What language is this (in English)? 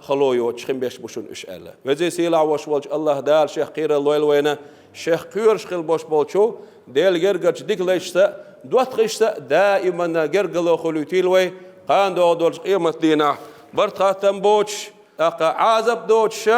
Chechen